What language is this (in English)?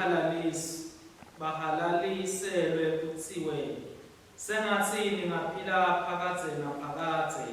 Swati